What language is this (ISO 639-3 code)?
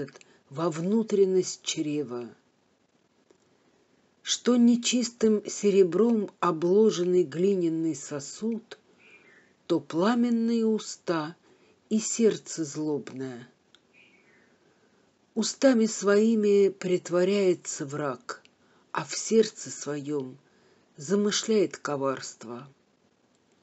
rus